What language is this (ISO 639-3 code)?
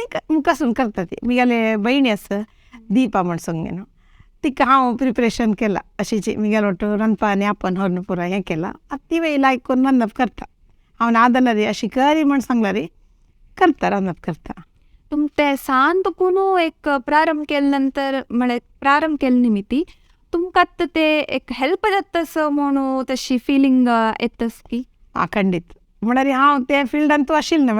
kok